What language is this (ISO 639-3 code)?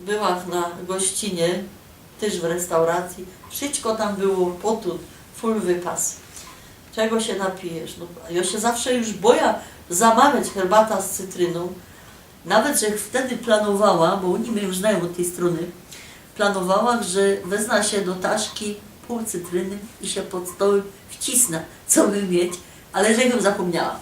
szl